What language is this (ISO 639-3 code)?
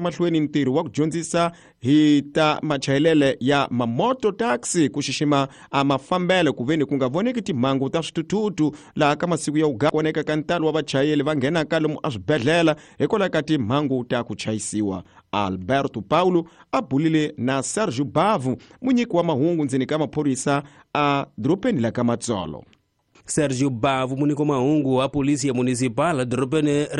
tso